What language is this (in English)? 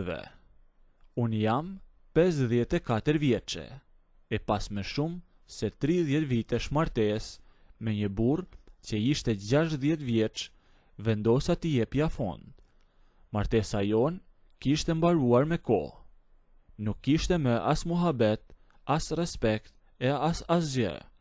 Albanian